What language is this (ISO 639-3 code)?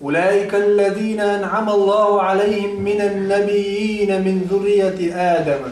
che